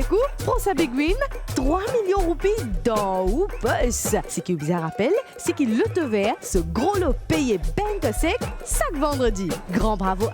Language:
Morisyen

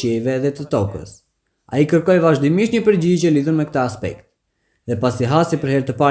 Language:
Albanian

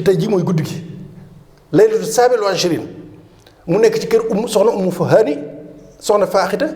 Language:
Wolof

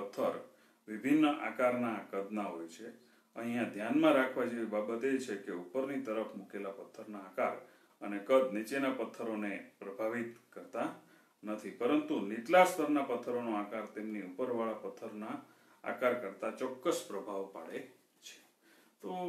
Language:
Gujarati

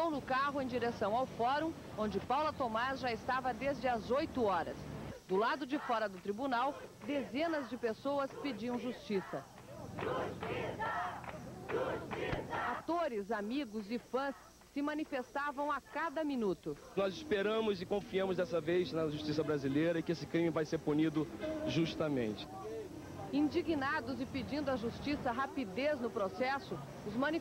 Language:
Portuguese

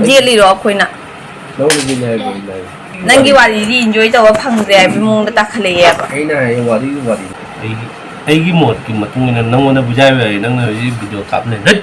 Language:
Manipuri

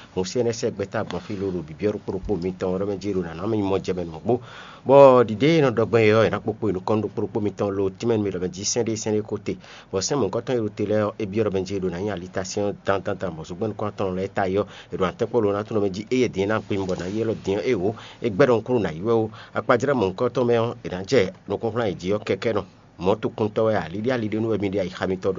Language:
Fon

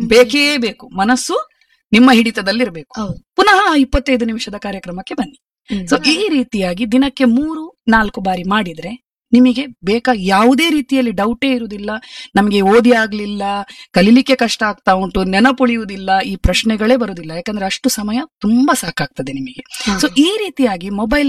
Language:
Kannada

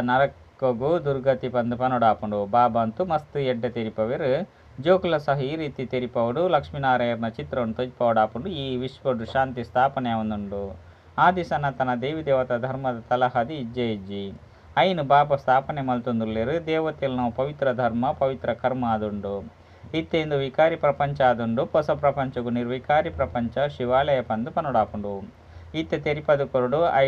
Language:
Tulu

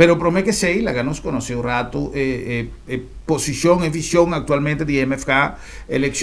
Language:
Papiamento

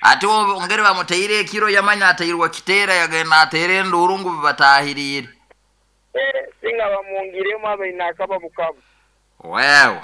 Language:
Nyoro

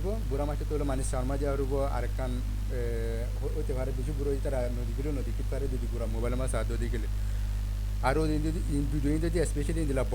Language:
Rohingya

